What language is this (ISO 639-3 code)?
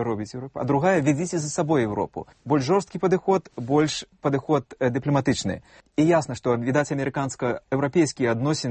bel